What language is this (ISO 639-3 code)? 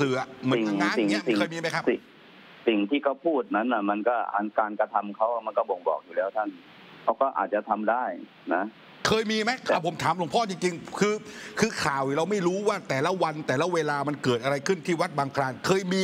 tha